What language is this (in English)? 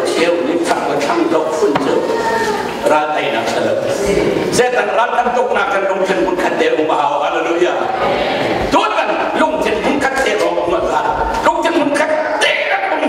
Hakha Chin